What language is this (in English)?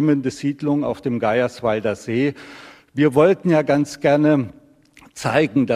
German